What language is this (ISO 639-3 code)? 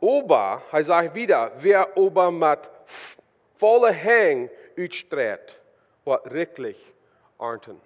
pdt